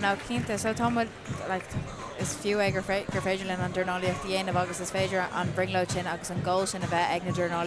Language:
Irish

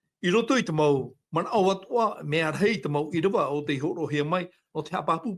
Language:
Tahitian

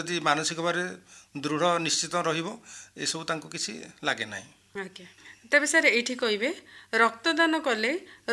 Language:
Odia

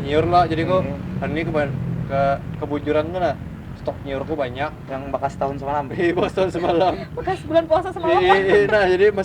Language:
Banjar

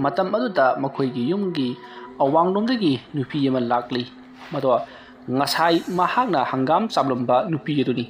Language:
Manipuri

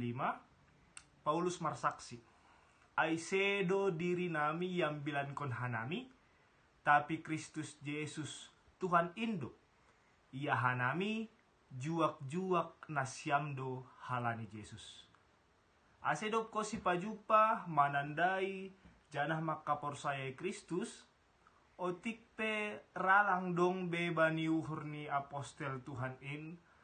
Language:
Batak Simalungun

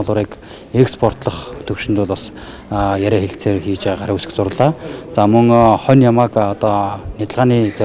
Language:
Mongolian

